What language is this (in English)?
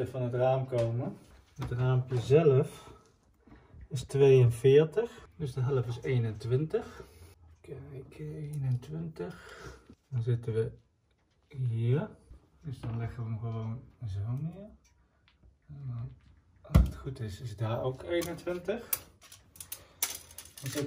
Dutch